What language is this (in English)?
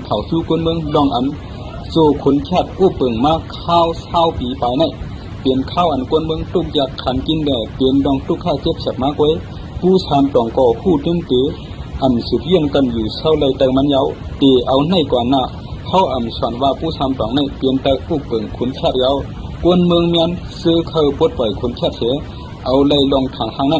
Shan